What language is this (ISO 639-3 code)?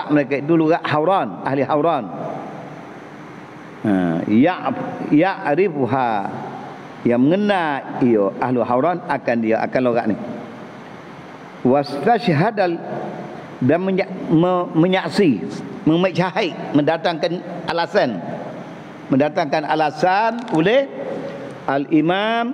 msa